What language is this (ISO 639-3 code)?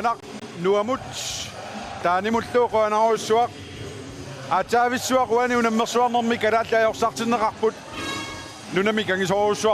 kal